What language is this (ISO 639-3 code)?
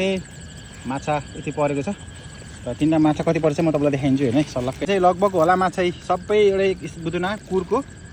nep